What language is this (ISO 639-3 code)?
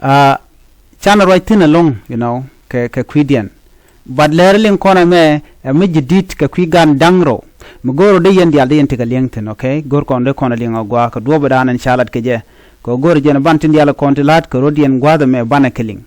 nus